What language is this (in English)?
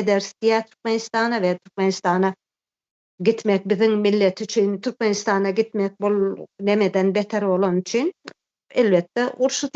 Turkmen